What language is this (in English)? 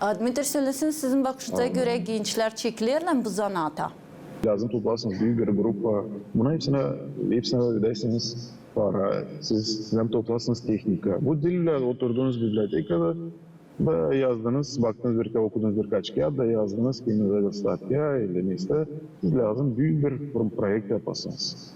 Gagauz